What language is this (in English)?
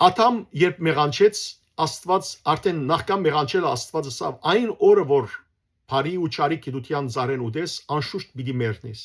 Western Armenian